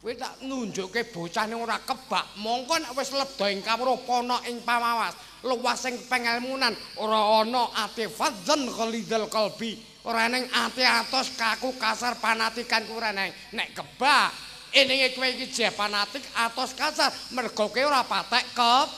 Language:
Javanese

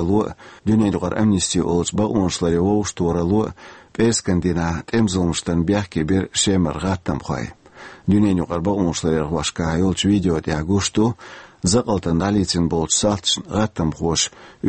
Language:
Chechen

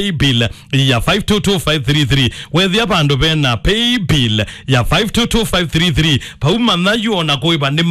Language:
Kamba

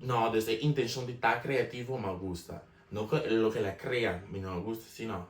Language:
Papiamento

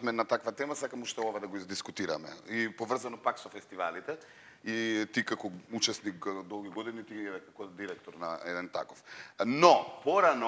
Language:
Macedonian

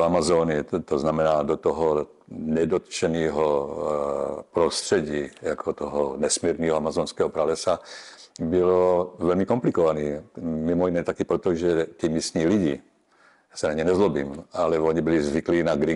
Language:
Czech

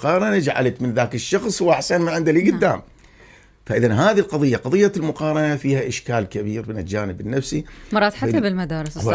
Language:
Mesopotamian Arabic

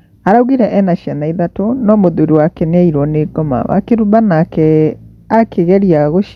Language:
Kikuyu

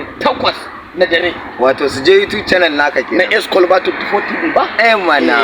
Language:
Hausa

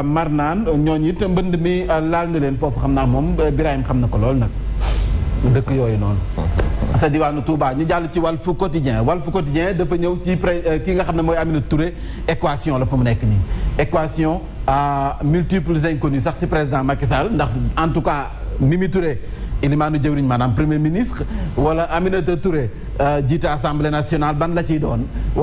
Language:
Wolof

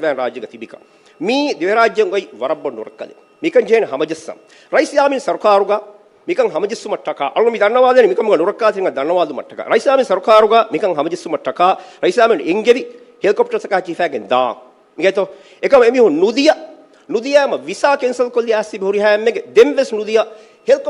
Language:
Divehi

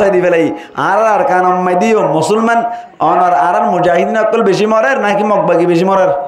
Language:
Rohingya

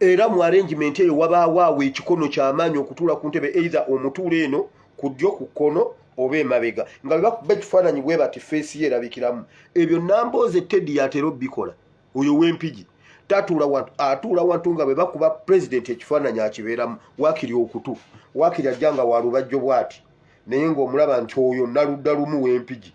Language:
Ganda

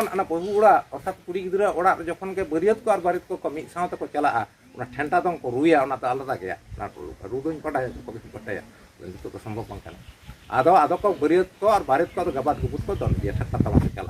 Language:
Santali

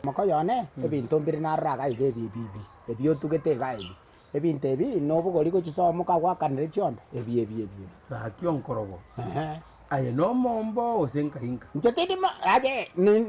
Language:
Gusii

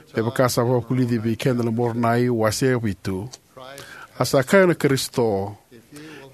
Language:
Fijian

